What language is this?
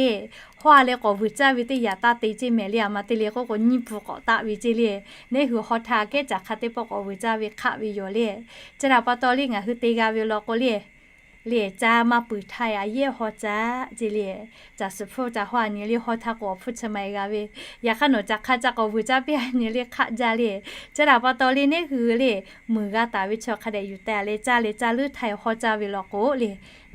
Lahu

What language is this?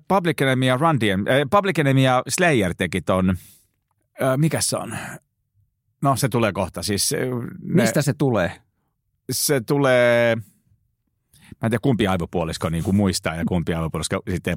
Finnish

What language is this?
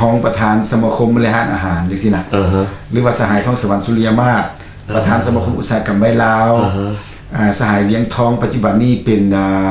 Lao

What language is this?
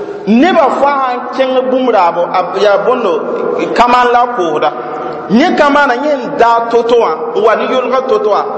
Mossi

